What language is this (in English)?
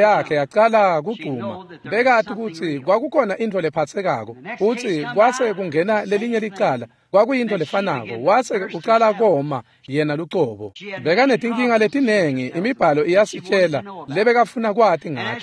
Swati